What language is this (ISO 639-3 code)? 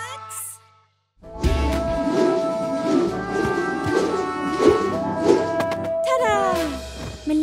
deu